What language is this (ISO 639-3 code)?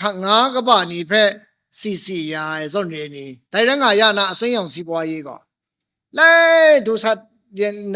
kac